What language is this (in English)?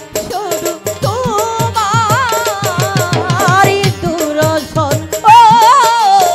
Bangla